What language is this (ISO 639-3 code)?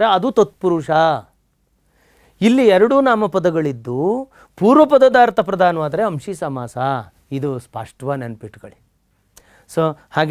kan